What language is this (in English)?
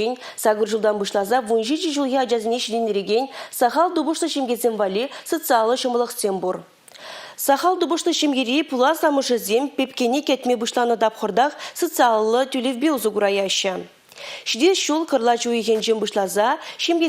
Chuvash